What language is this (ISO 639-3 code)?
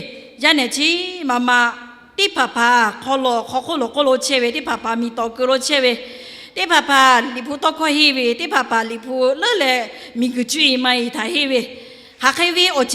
lhu